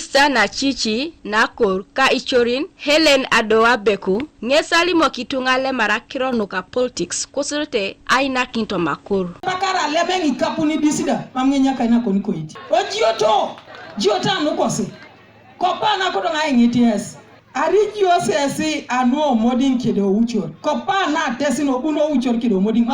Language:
Teso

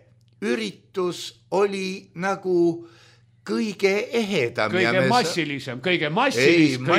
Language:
Estonian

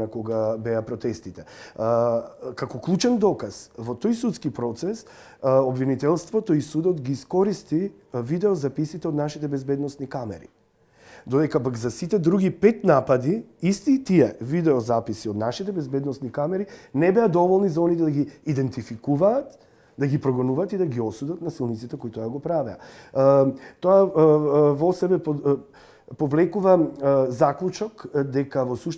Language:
Macedonian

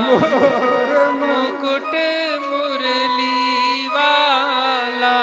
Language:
Dogri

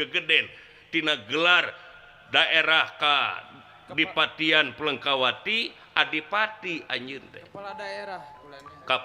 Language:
Sundanese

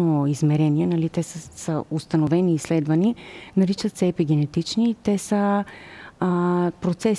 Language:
Bulgarian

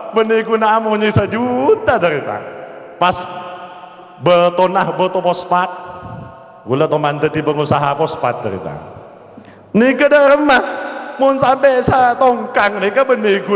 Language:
Madurese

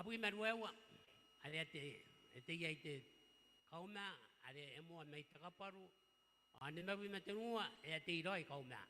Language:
Gilbertese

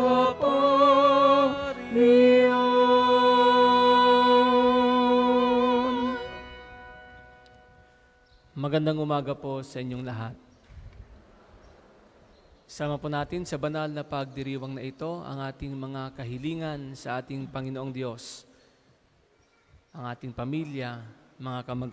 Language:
Filipino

